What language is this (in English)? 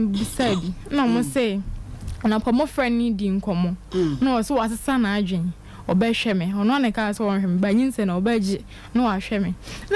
Akan